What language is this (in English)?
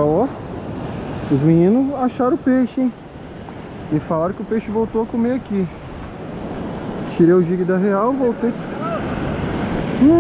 Portuguese